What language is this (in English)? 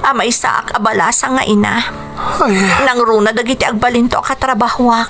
Iloko